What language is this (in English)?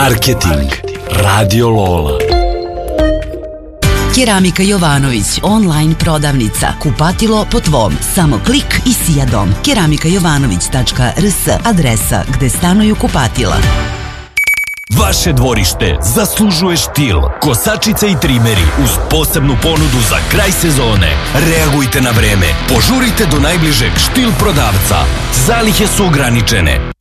Serbian